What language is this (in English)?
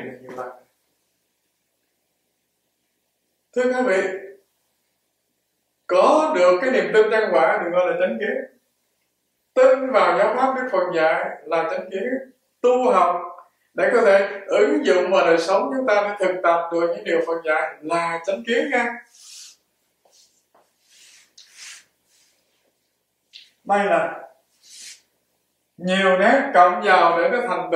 Vietnamese